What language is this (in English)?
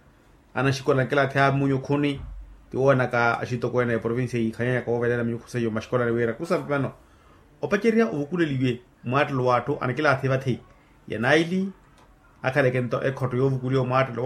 Makhuwa